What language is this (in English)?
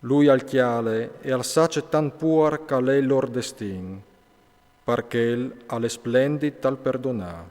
Friulian